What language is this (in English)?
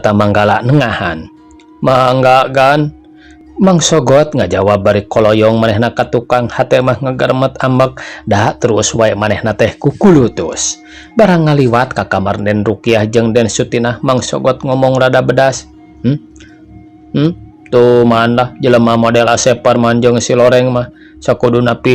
Sundanese